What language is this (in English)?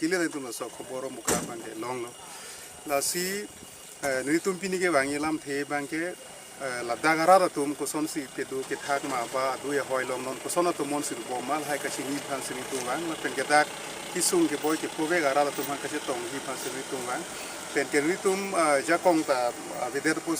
Karbi